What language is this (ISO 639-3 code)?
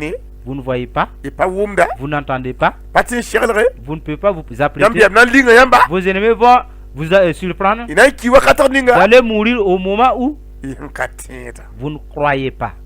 mos